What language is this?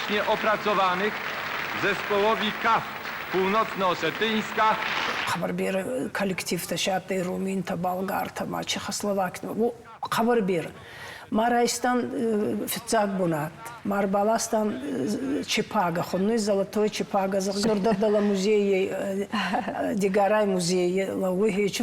Ossetic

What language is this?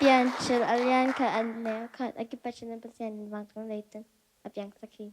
Tedim Chin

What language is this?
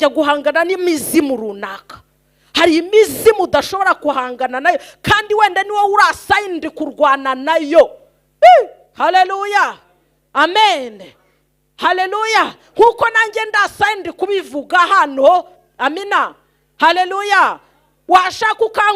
Kinyarwanda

